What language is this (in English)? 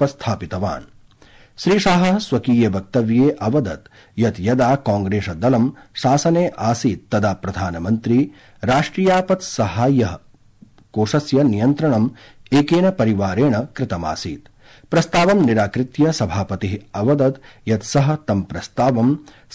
Sanskrit